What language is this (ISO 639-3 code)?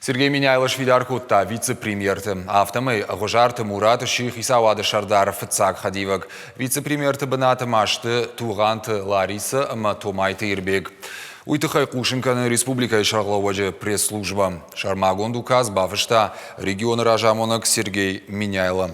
oss